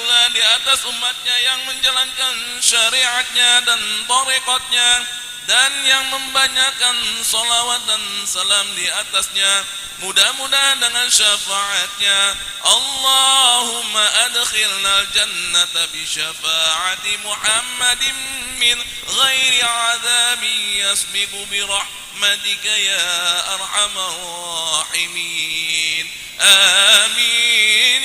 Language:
Betawi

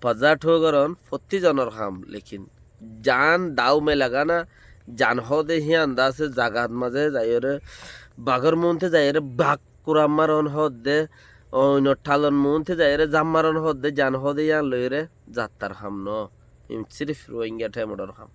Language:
Rohingya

